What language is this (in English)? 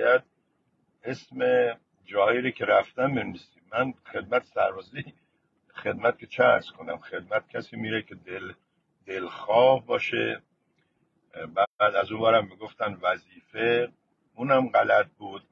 Persian